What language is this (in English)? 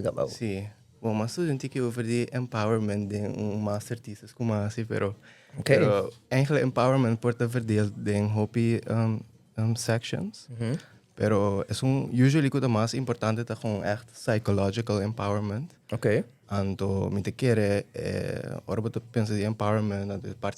Papiamento